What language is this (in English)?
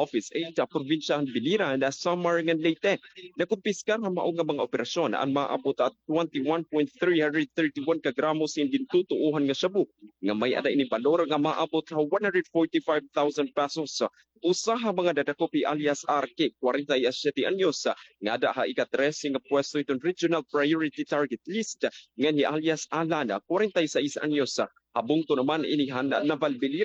Waray